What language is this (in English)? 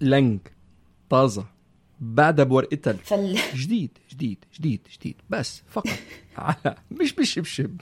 North Levantine Arabic